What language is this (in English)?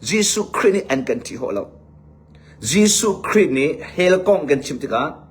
Hakha Chin